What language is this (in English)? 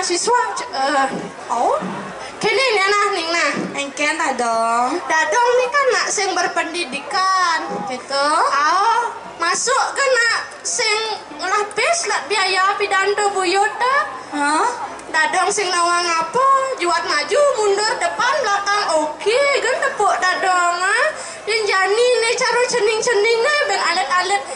Balinese